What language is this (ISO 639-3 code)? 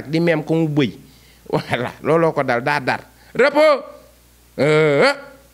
wol